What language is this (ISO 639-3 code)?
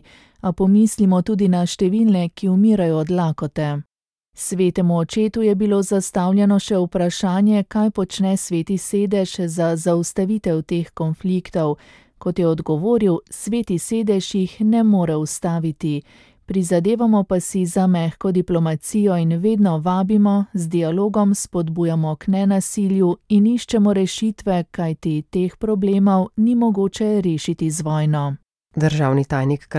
slv